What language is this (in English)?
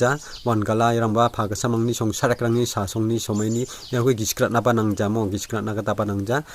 Garo